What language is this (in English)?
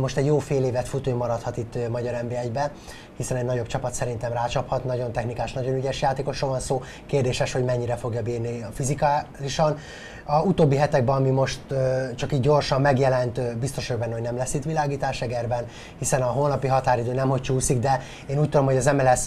Hungarian